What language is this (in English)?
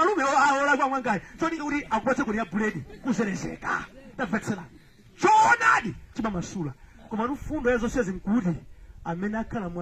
Nyanja